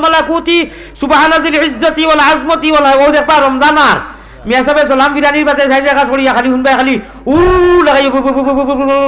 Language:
Sylheti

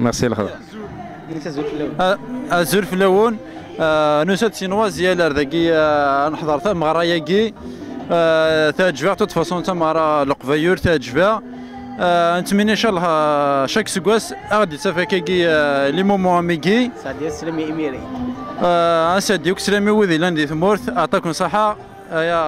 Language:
Kabyle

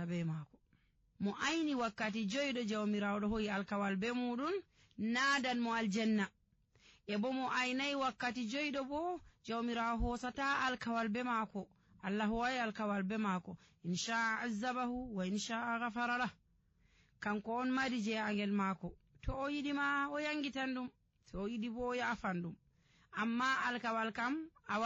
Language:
Nigerian Fulfulde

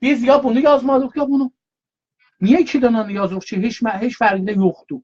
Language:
South Azerbaijani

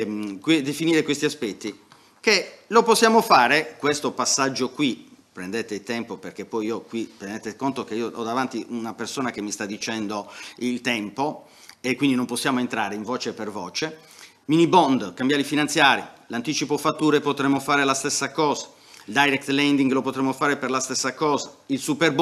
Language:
Italian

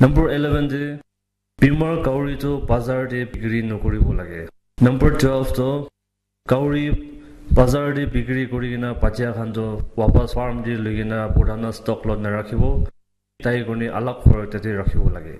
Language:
Naga Pidgin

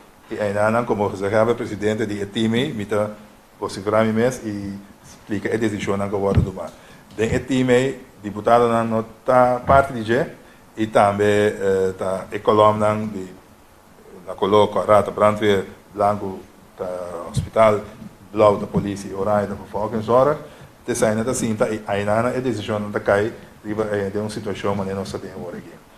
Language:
Papiamento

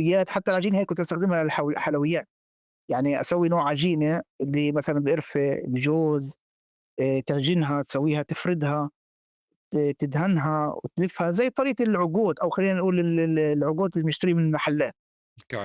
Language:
North Levantine Arabic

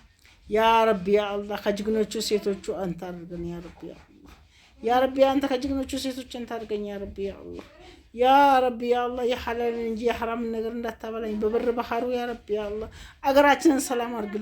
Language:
Amharic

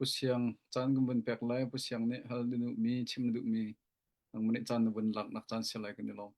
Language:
Hakha Chin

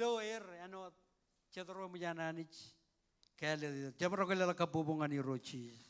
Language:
Marshallese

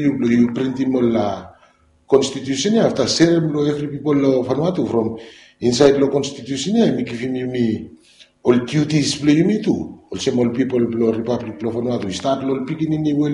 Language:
Bislama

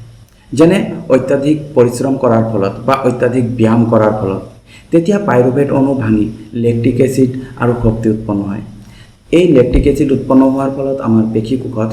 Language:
Assamese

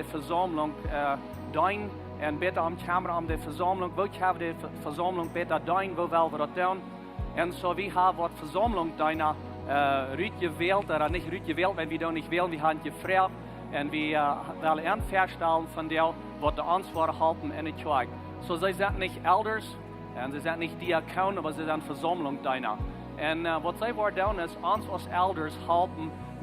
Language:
Plautdietsch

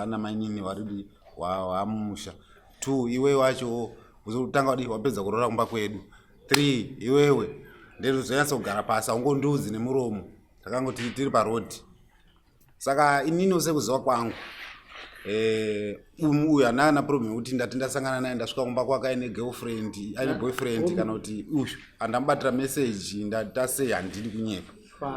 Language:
Shona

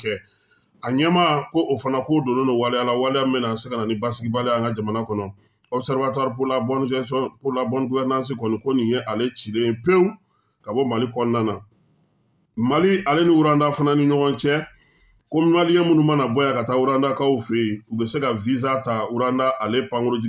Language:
Bambara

